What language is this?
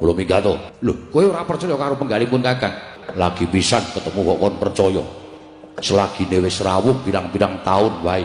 Javanese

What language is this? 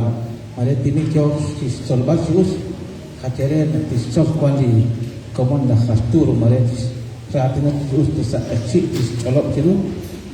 Kekchí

